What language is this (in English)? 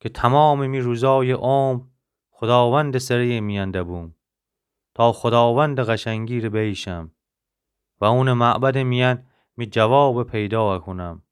Gilaki